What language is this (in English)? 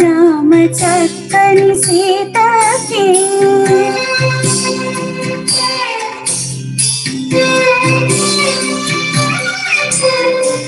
Telugu